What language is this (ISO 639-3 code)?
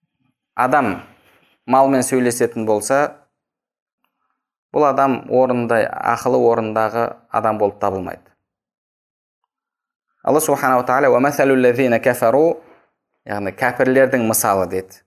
kaz